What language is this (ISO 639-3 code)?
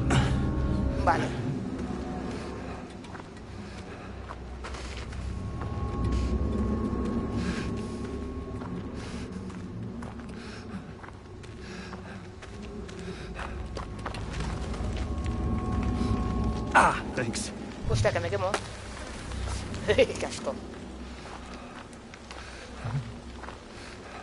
spa